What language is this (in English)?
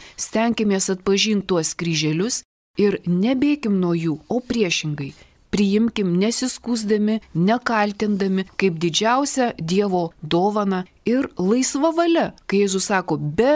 Lithuanian